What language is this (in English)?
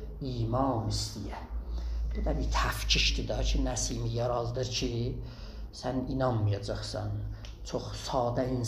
South Azerbaijani